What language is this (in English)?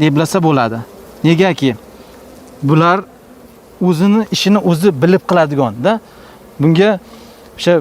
Uzbek